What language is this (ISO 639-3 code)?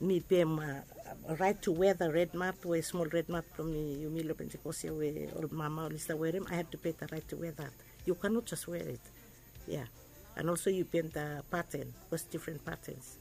bis